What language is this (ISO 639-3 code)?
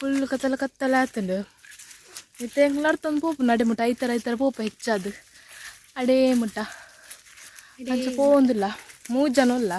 tcy